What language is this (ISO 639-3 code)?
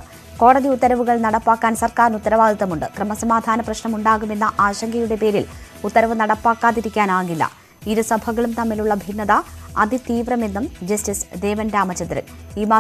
mal